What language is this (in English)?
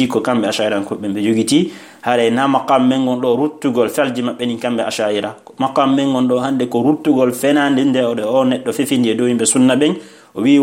Fula